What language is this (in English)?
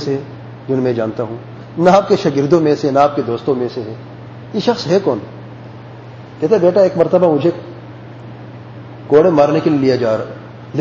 Urdu